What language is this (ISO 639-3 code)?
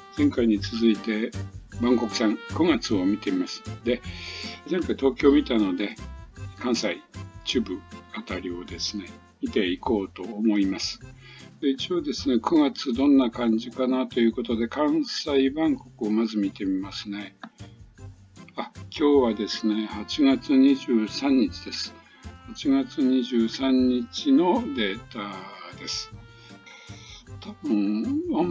jpn